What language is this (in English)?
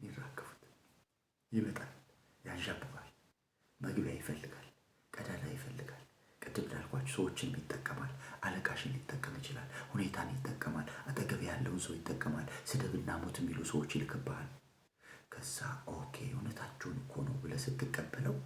Amharic